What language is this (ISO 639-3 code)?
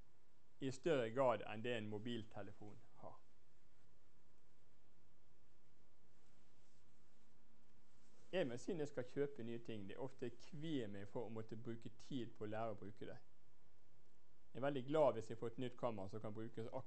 nor